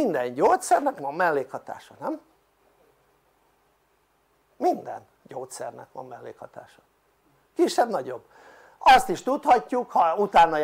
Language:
Hungarian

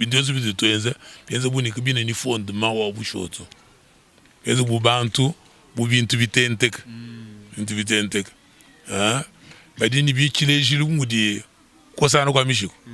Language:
Luba-Lulua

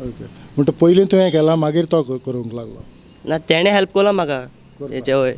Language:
Konkani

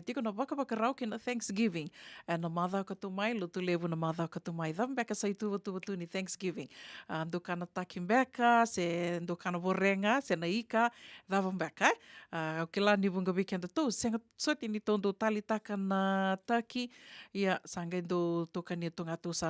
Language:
Fijian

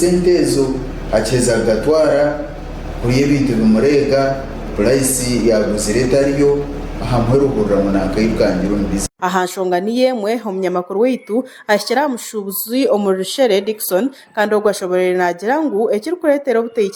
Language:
Nyankole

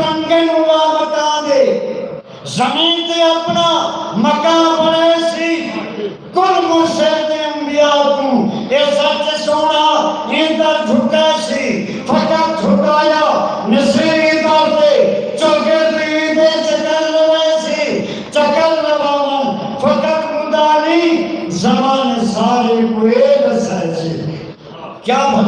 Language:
Saraiki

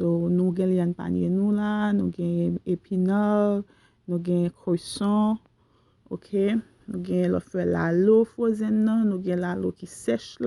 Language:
Haitian Creole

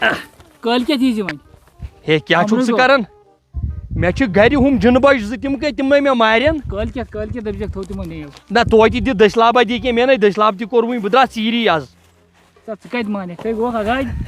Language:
Kashmiri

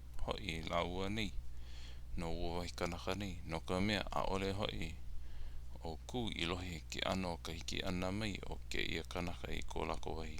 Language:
Hawaiian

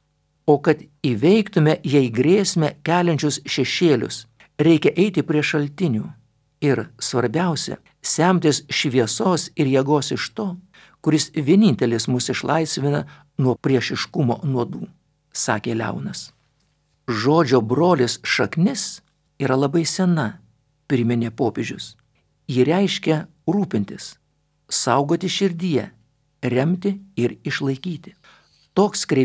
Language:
Lithuanian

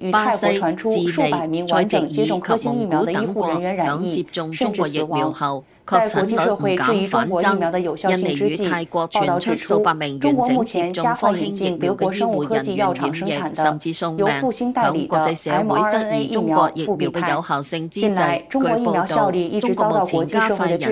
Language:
Cantonese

